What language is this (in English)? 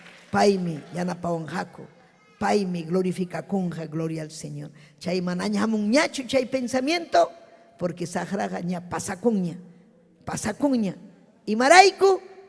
Ayacucho Quechua